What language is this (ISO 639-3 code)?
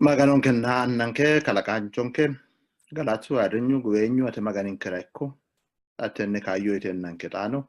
sid